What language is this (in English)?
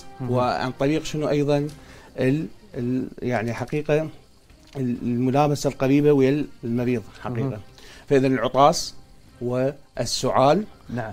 Mesopotamian Arabic